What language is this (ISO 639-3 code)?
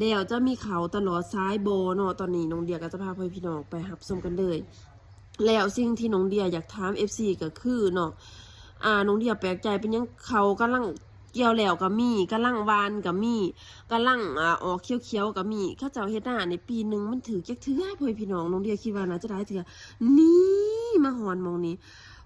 lao